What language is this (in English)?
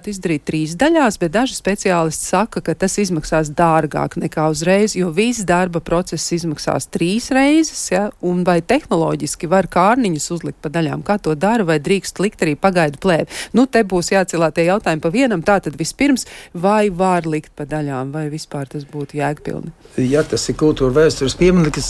Latvian